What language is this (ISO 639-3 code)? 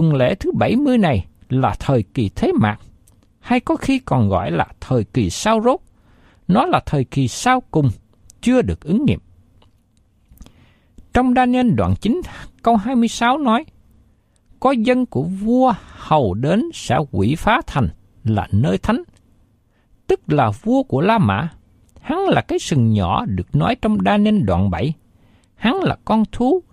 vie